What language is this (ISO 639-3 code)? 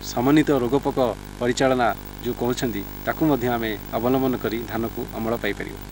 ori